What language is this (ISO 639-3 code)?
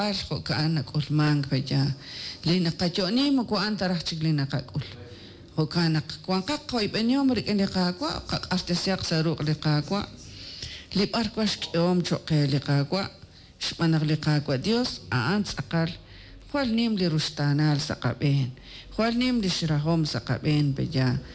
kek